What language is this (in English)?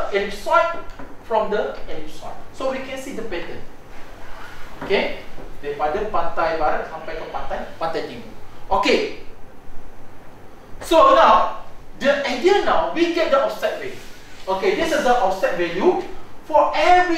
Malay